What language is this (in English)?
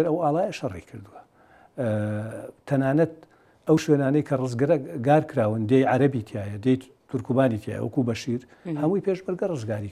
Central Kurdish